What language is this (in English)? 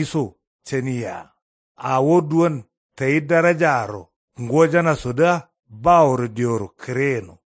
Kanuri